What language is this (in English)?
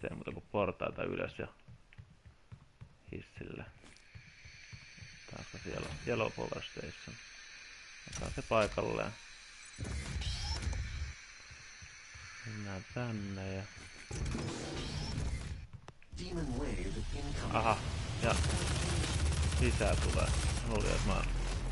Finnish